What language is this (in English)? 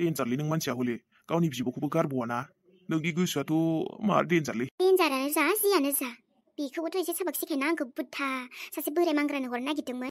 Bodo